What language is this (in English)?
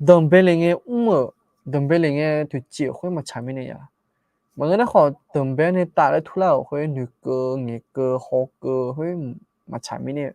Akha